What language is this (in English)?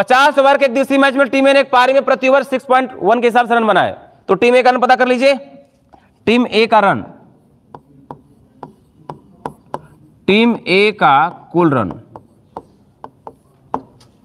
Hindi